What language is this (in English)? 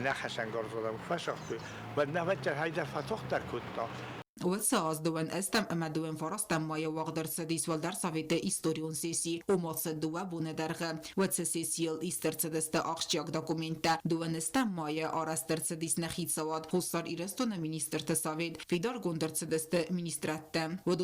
Ossetic